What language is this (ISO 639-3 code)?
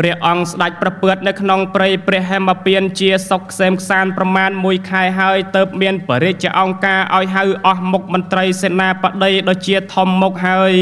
khm